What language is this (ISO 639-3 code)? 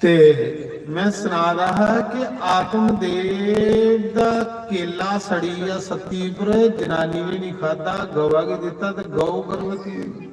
doi